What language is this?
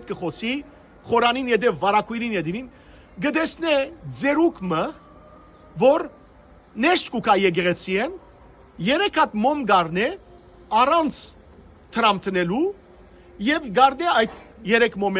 Western Armenian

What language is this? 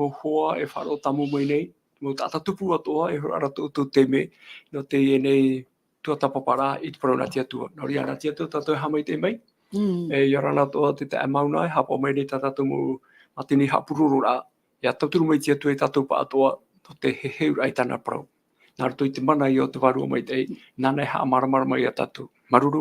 Tahitian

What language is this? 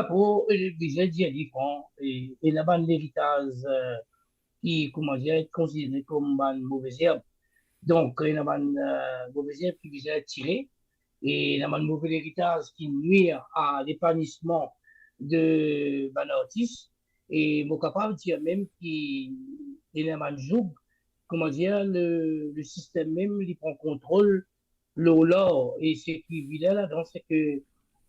Morisyen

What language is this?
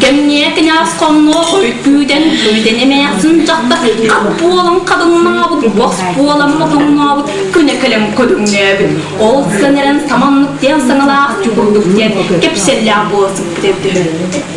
Yakut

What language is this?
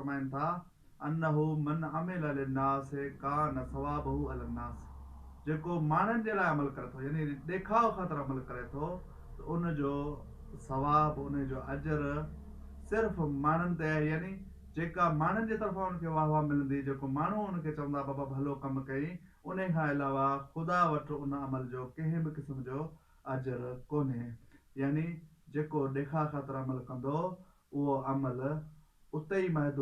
Sindhi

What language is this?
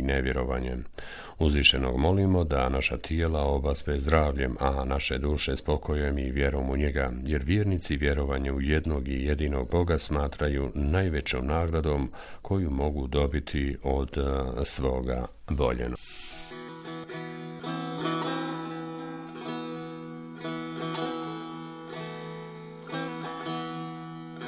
Bosnian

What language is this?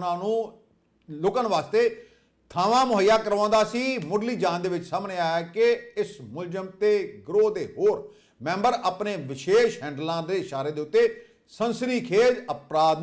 Punjabi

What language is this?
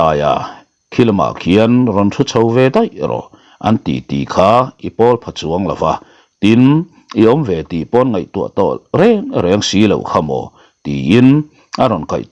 Mizo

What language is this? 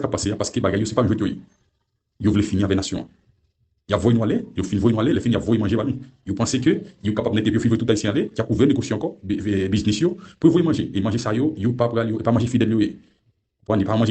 Haitian Creole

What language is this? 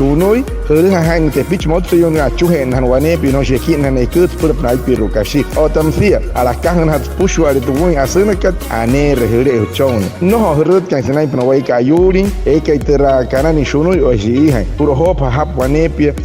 Wayuu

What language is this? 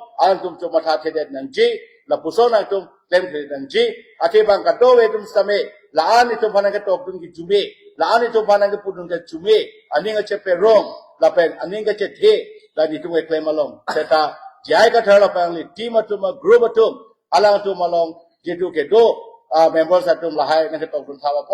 Karbi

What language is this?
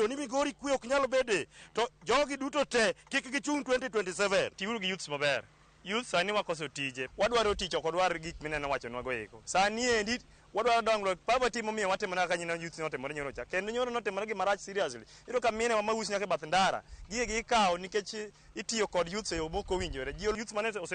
Luo (Kenya and Tanzania)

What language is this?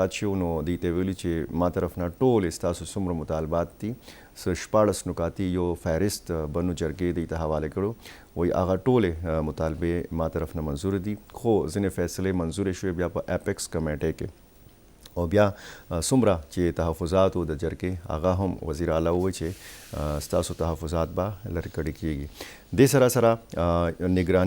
Pashto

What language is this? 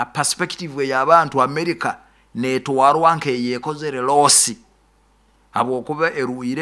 Nyoro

